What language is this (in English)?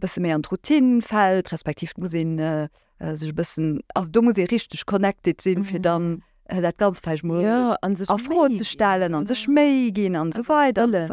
Luxembourgish